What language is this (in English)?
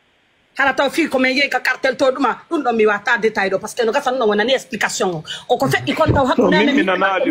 Pular